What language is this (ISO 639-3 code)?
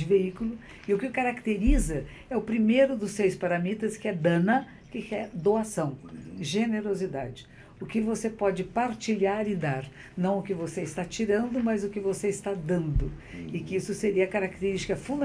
por